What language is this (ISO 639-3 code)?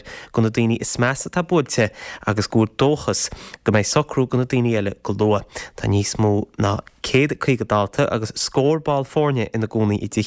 gle